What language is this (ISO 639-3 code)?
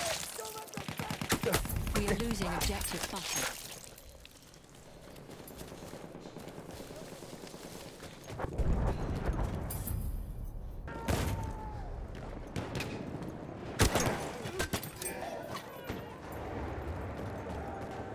eng